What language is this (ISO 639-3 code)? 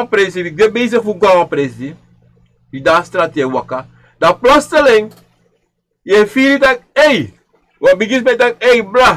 srn